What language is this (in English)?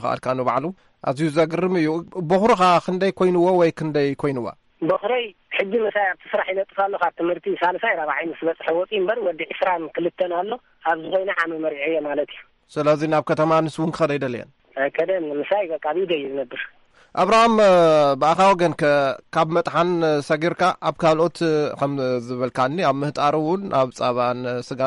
Tigrinya